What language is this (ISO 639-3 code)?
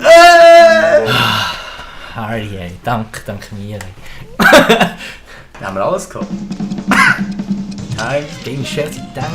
gsw